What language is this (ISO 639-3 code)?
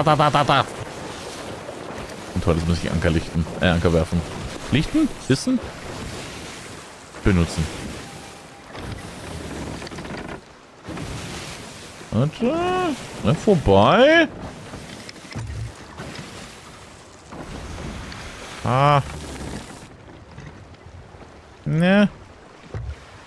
deu